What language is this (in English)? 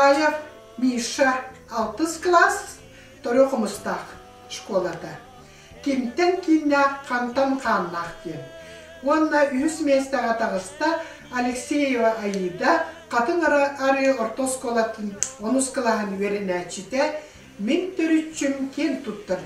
Yakut